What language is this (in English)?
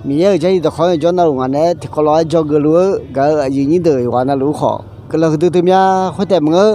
Akha